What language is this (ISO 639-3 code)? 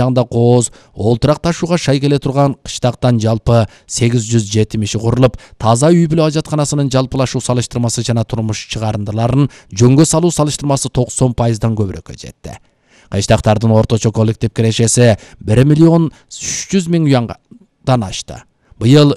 kir